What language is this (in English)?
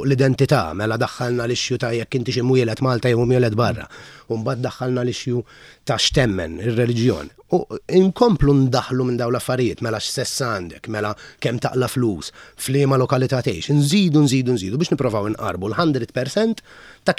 Maltese